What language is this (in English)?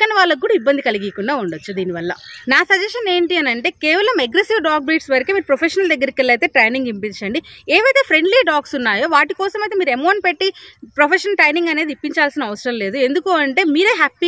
Telugu